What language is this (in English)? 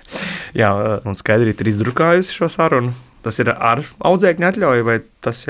Latvian